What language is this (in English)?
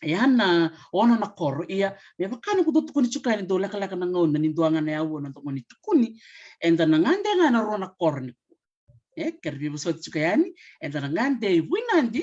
Fijian